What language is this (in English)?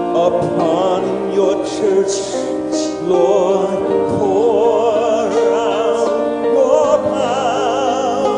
Ewe